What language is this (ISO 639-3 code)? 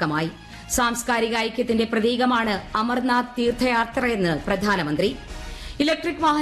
mal